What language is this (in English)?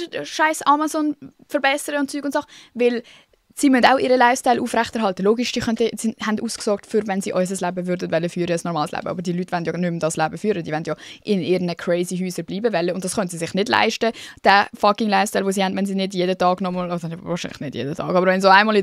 Swiss German